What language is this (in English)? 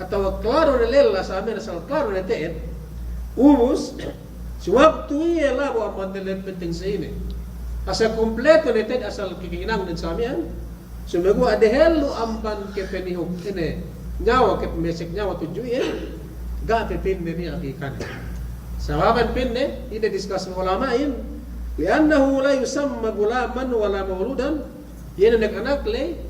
Yakan